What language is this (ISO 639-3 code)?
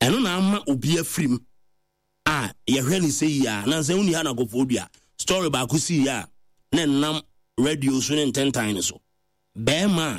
aka